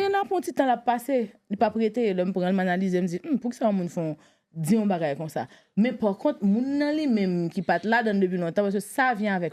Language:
Haitian Creole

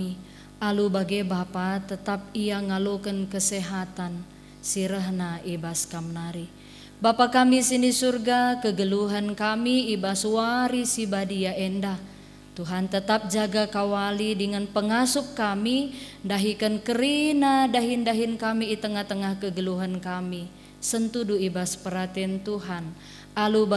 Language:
Batak Karo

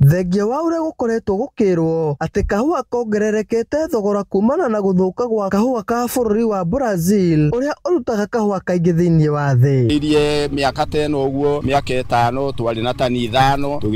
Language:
Kikuyu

